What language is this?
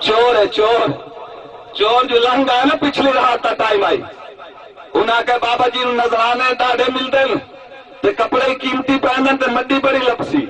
Saraiki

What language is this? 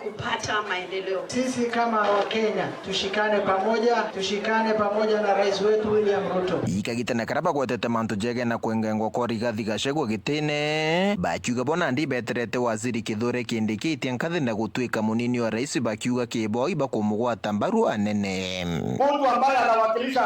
Meru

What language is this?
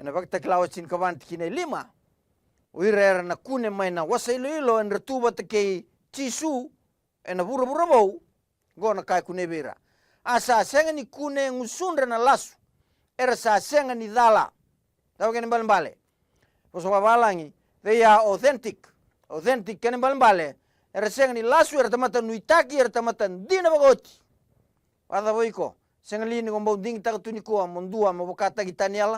Fijian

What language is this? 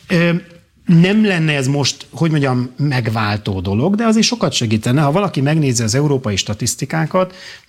Hungarian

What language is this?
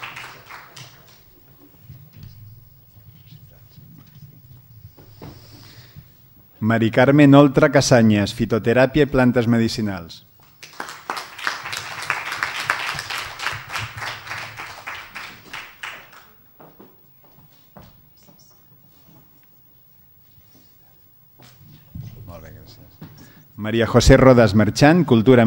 Catalan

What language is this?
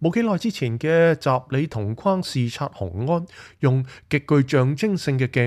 Cantonese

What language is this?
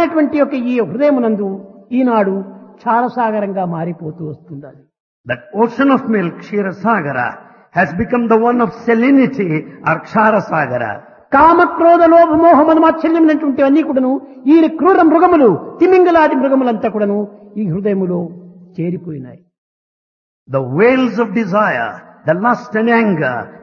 Telugu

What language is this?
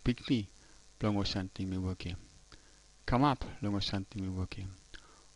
Tok Pisin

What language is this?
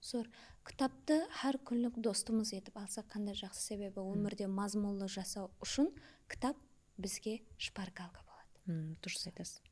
Kara-Kalpak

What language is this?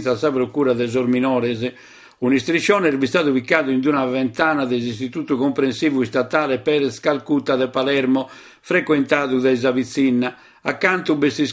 Sardinian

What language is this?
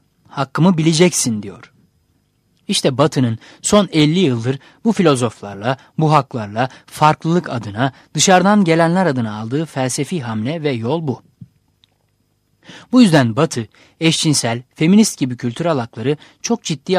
Turkish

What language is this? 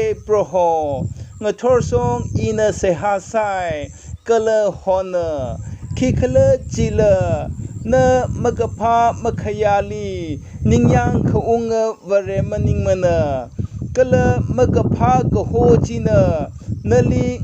Tangkhul Naga (India)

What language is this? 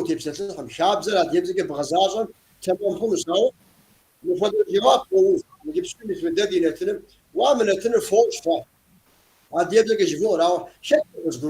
Kabardian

